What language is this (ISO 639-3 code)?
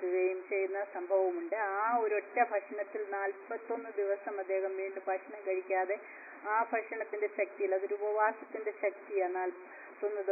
mal